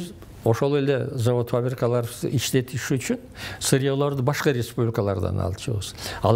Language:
Kyrgyz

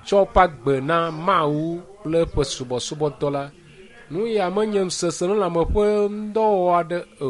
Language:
Ewe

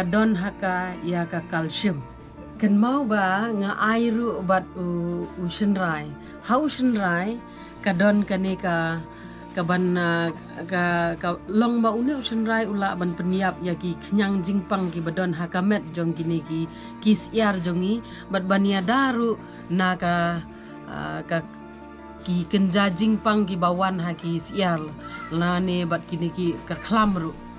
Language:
Khasi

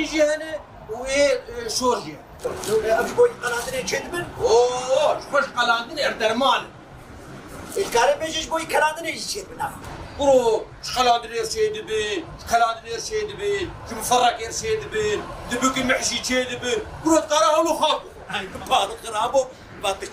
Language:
Kurdish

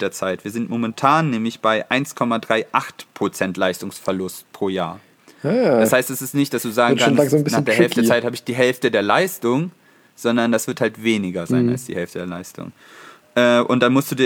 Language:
German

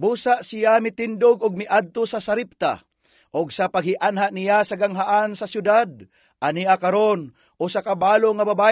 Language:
Cebuano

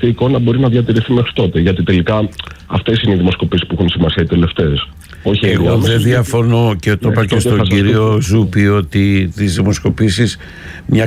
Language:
Greek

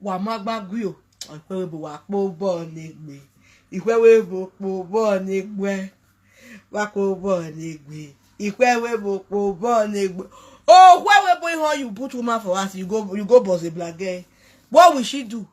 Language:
Nigerian Pidgin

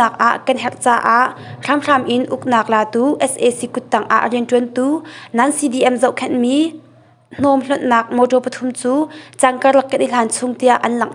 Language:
Hakha Chin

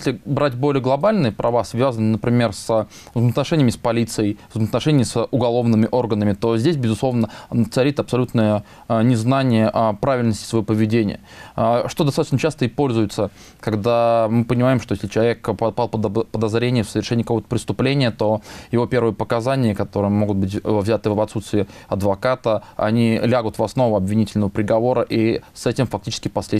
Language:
Russian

